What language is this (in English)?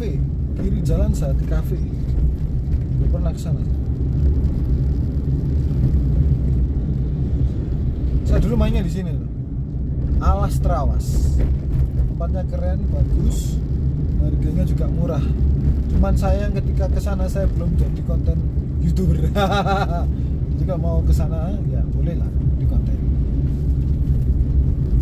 Indonesian